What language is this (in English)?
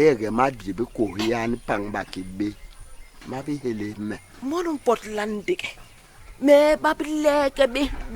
Basaa